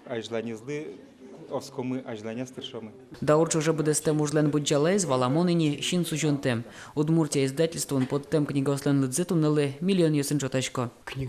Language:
Udmurt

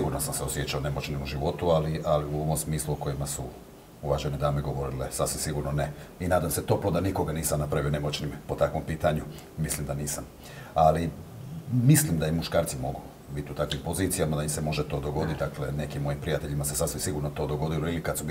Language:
Croatian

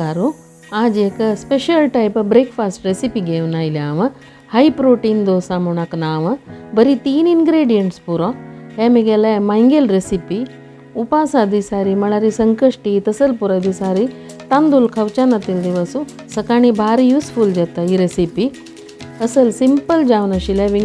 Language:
Konkani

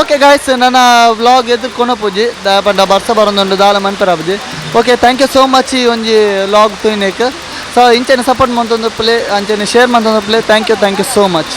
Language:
Tulu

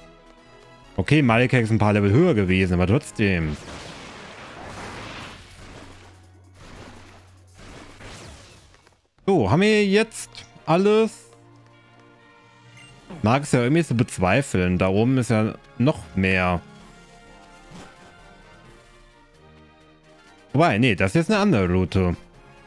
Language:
German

